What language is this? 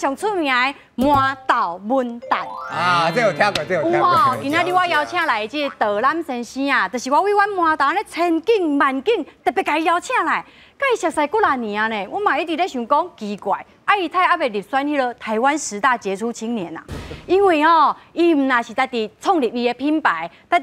Min Nan Chinese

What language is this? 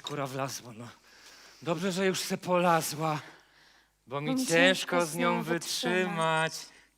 Silesian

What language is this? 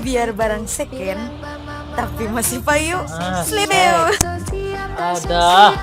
Banjar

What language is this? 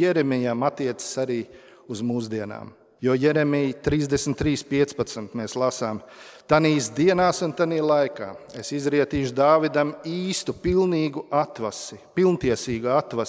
Latvian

